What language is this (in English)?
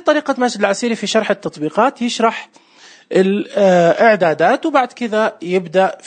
Najdi Arabic